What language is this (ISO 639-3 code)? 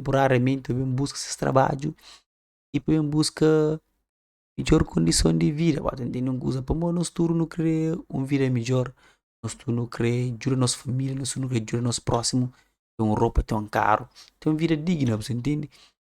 kea